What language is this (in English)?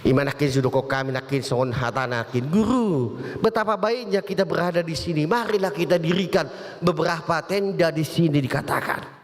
Batak Toba